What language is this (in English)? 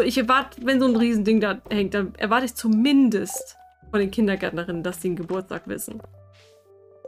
German